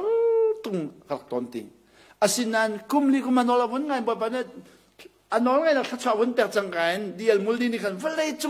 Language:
Hakha Chin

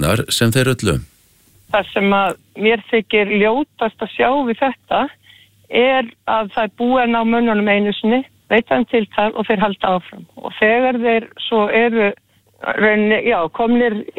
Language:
Icelandic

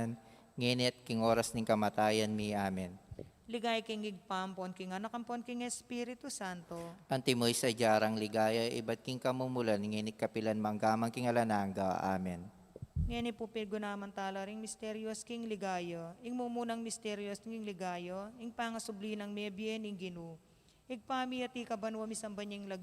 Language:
Pampanga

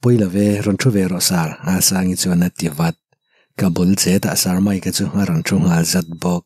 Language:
Mizo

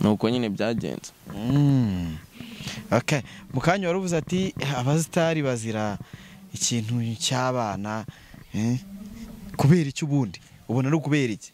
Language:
Kinyarwanda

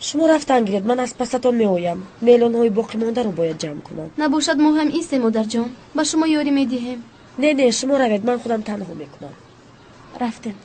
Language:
Tajik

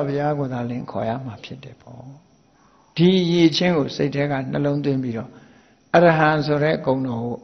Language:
Burmese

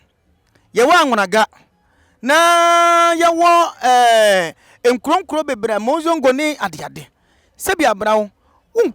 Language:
Akan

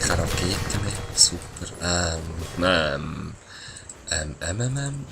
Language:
Swiss German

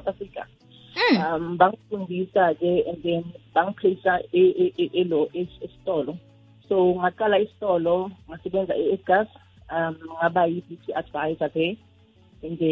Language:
South Ndebele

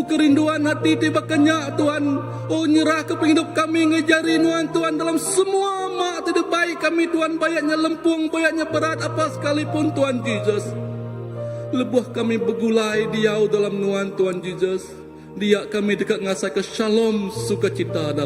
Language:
Iban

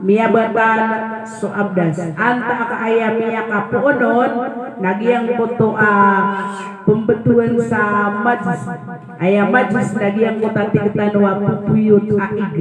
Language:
Maranao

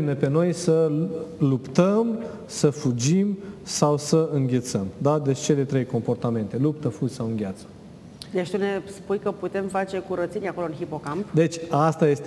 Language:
Romanian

